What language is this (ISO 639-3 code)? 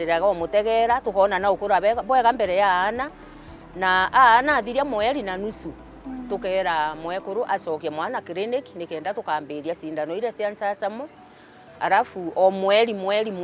mer